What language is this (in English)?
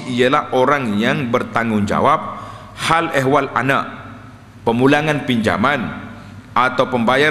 Malay